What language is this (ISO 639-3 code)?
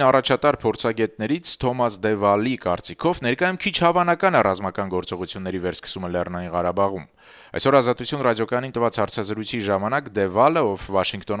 hye